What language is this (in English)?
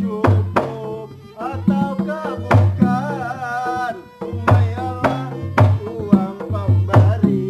Banjar